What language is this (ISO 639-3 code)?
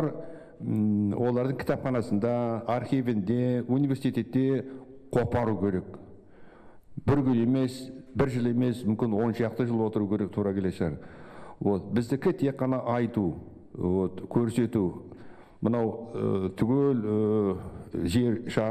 kaz